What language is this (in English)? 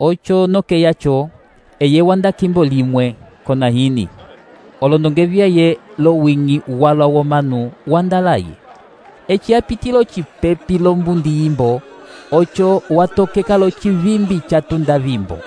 Umbundu